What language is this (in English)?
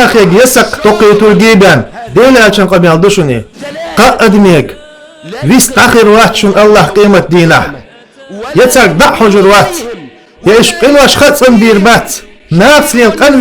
Chechen